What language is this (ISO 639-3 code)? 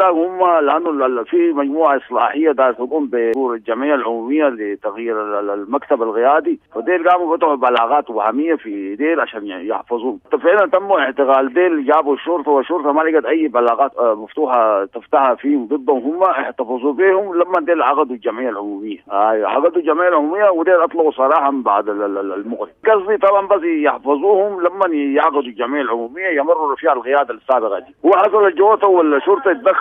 apd